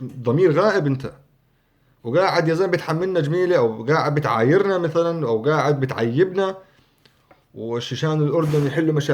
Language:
North Levantine Arabic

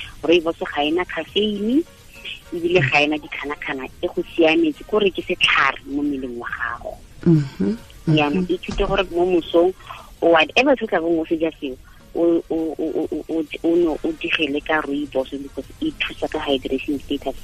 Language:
Tswana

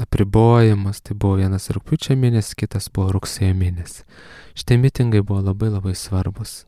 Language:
Lithuanian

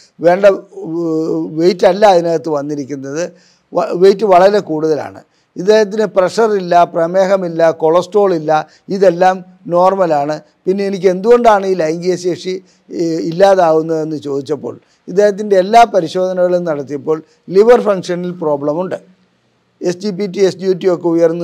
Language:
Malayalam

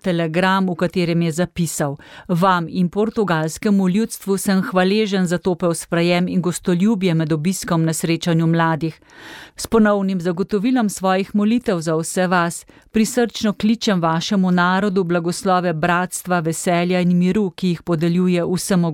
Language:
Slovenian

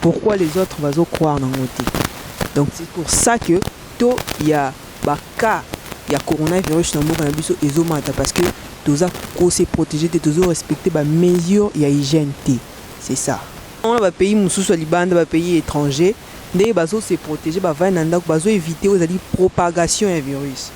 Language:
Lingala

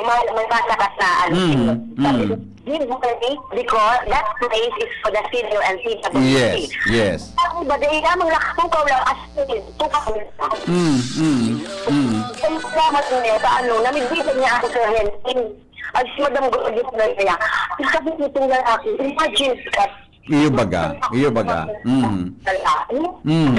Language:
Bikol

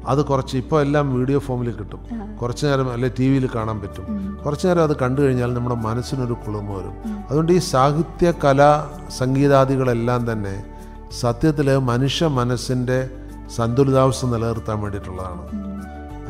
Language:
Malayalam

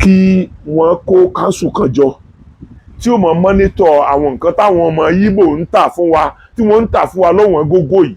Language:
Yoruba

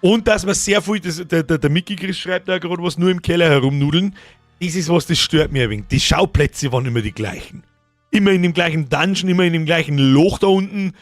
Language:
Bavarian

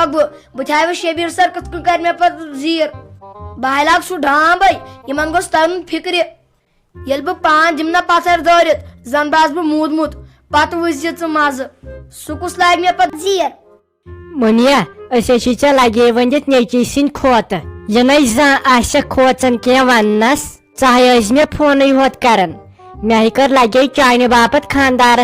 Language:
Kashmiri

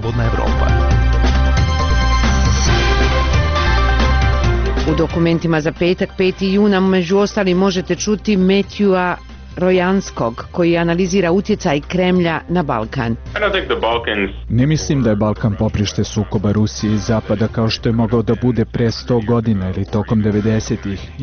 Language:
Croatian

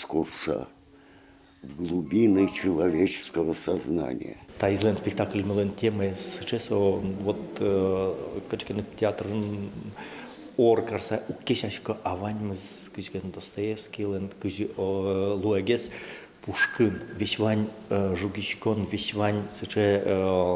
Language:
Udmurt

